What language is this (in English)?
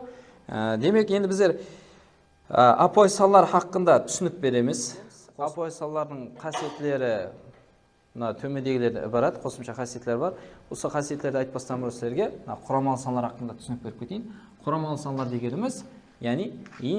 Kara-Kalpak